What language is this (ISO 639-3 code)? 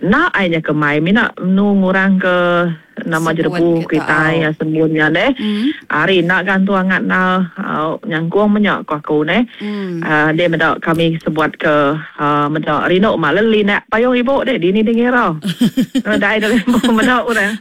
iba